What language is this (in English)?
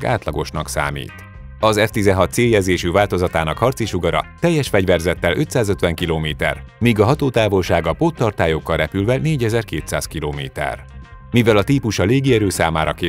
Hungarian